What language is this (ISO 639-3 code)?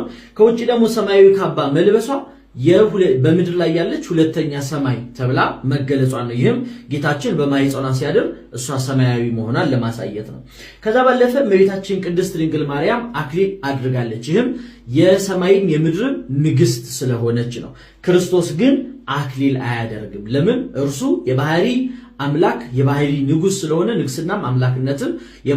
amh